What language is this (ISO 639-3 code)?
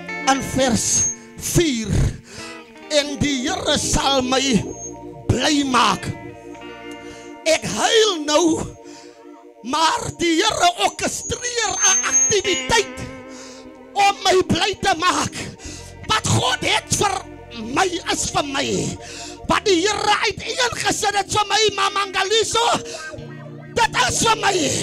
afr